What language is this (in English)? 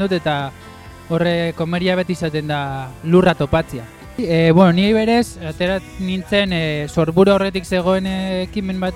Basque